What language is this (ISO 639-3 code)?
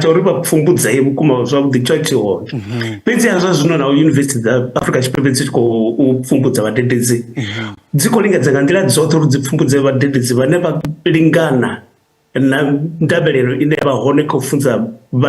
ven